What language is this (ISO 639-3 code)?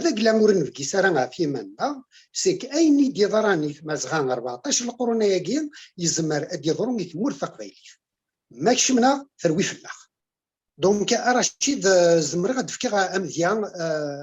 kab